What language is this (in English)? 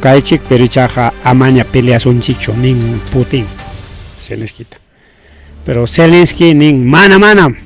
Ayacucho Quechua